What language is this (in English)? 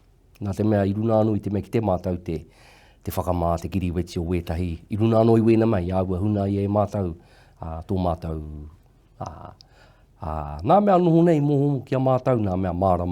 Māori